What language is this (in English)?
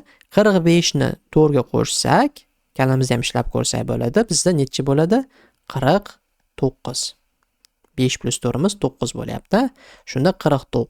Uzbek